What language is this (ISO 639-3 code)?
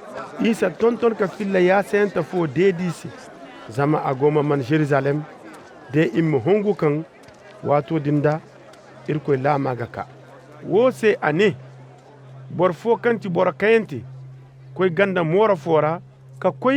dje